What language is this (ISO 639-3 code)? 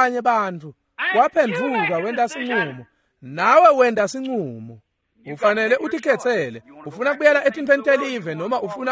ssw